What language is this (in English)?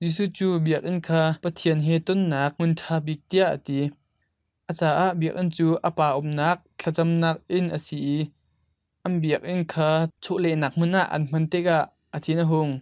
Hakha Chin